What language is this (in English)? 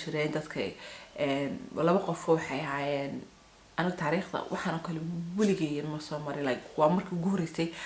Somali